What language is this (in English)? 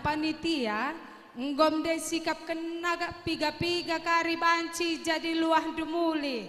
Batak Karo